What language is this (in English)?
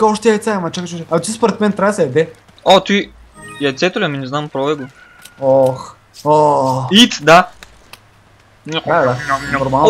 Bulgarian